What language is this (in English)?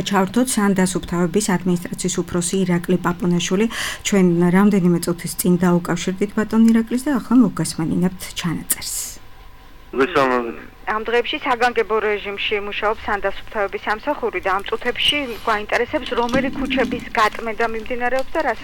Georgian